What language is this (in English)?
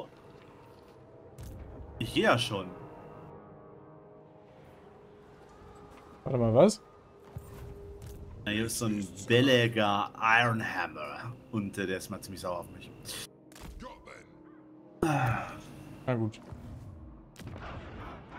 German